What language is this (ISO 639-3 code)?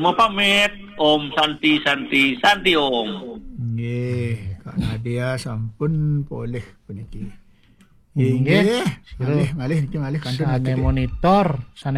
ban